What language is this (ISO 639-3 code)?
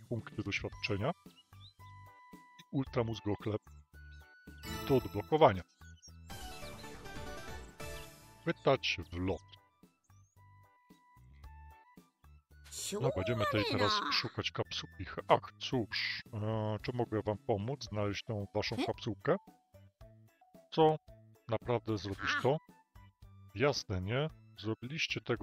pol